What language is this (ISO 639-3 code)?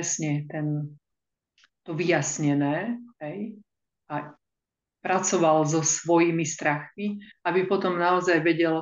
slk